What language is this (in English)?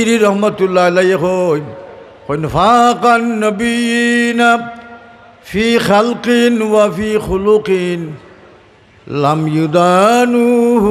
Sylheti